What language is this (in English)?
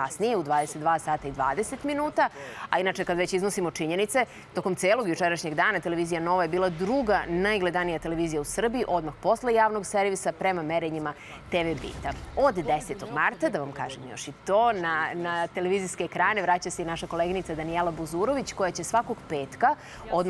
Serbian